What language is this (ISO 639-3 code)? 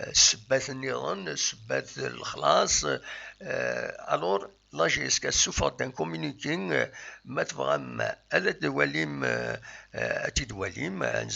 kab